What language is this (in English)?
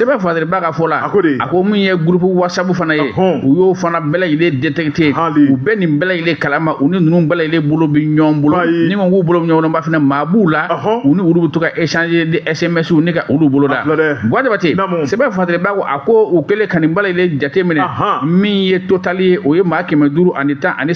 Bambara